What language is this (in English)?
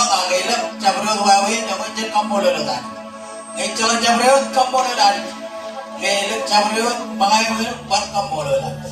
Marshallese